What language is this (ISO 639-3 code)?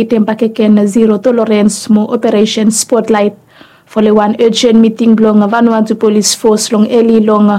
bis